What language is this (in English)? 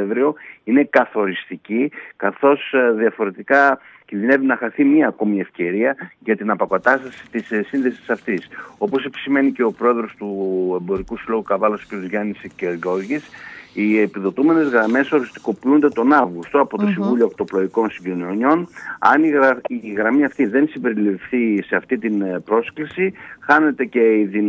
Greek